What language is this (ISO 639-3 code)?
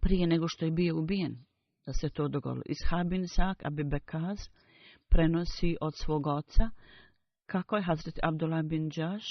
bos